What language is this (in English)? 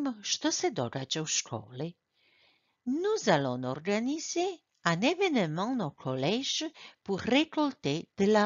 Croatian